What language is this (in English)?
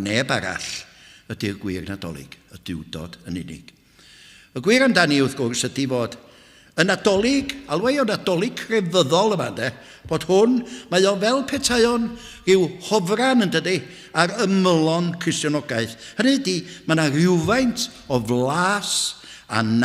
Welsh